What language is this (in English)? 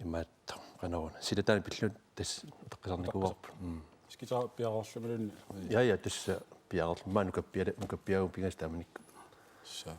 Kalaallisut